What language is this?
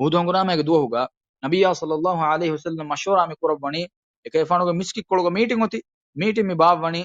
Divehi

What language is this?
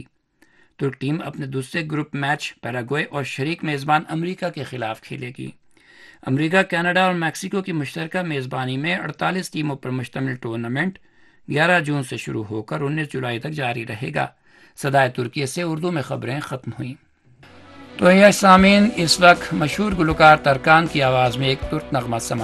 Urdu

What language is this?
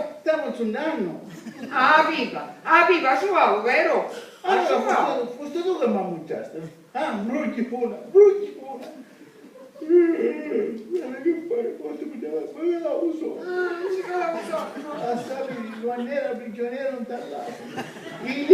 Sicilian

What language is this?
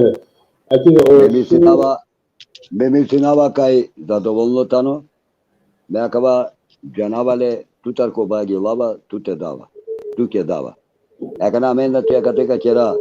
Balkan Romani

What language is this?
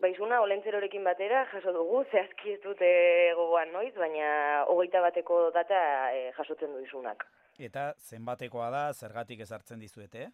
Basque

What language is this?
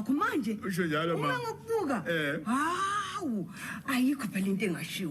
Zulu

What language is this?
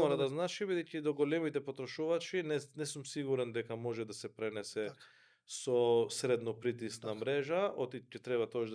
Macedonian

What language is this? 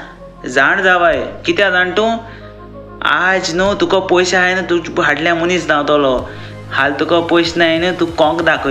Konkani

